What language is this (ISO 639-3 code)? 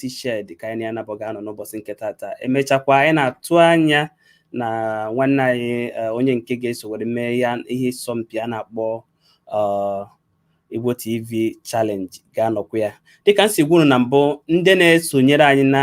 ibo